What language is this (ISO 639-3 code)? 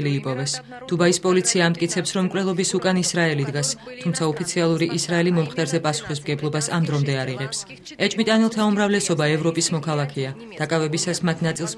kat